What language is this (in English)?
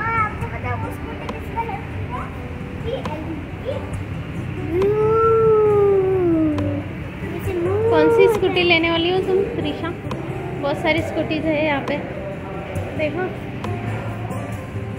Hindi